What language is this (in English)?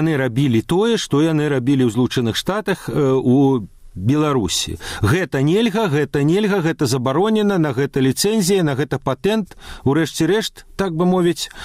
Belarusian